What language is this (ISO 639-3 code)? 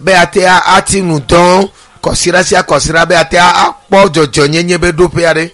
ewe